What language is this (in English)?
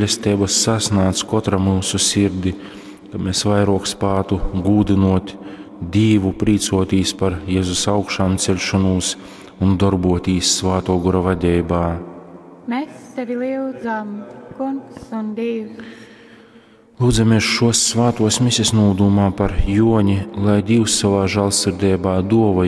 Latgalian